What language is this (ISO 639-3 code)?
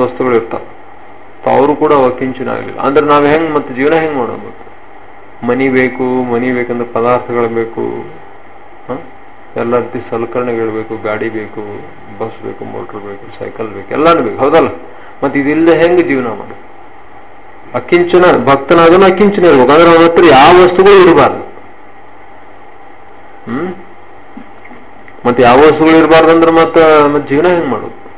kan